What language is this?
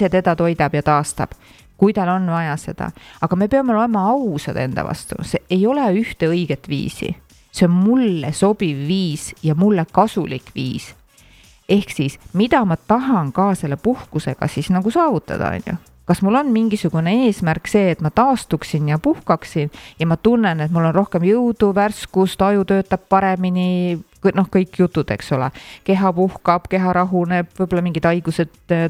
Estonian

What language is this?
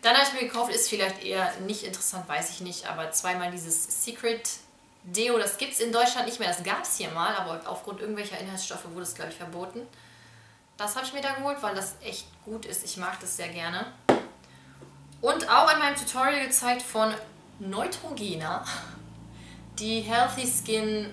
German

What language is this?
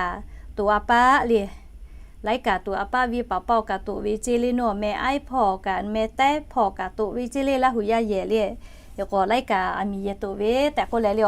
Lahu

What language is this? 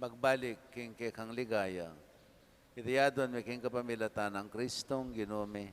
Pampanga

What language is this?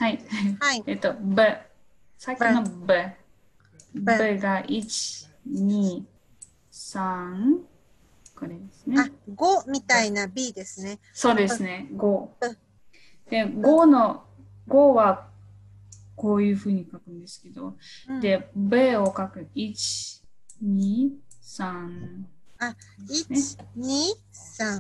Japanese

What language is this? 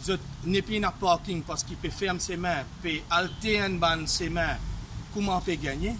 Morisyen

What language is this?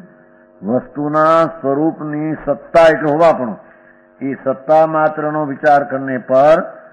Gujarati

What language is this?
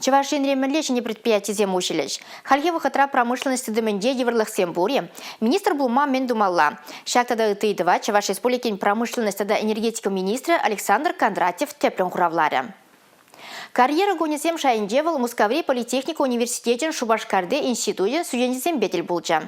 Chuvash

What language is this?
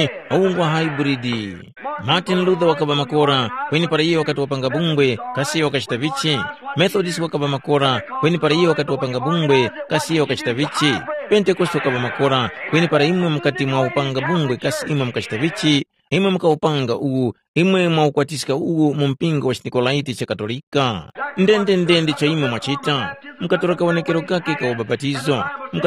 Tumbuka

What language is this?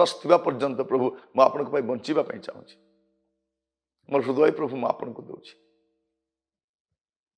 Odia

